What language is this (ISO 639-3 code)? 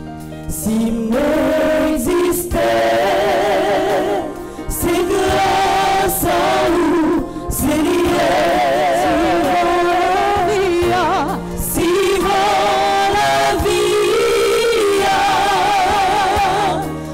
fra